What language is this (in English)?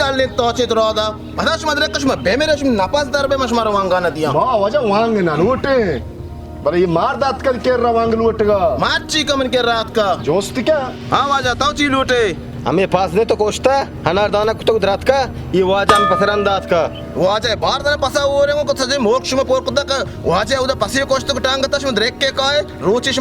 Baluchi